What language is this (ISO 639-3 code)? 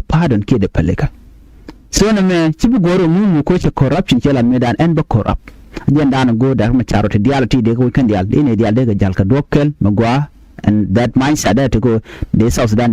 nus